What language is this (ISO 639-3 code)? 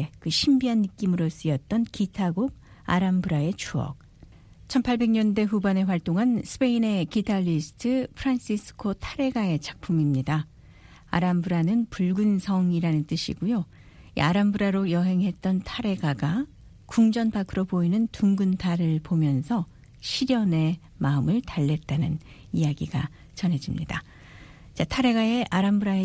kor